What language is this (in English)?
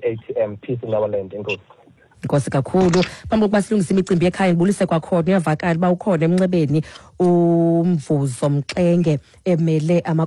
Xhosa